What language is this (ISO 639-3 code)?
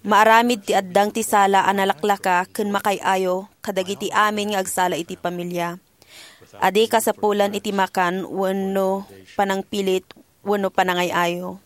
ilo